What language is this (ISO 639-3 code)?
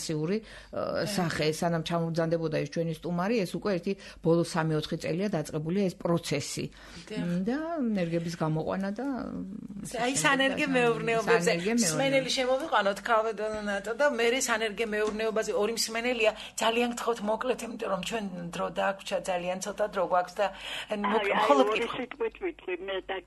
kat